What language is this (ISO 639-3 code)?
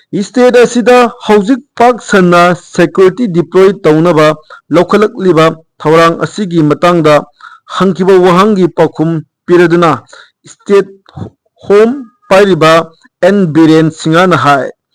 mni